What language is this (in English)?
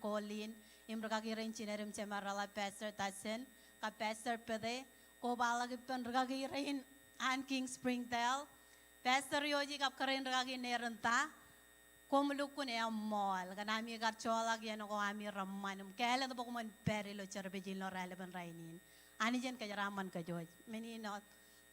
Marshallese